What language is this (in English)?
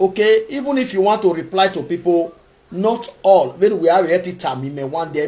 Nigerian Pidgin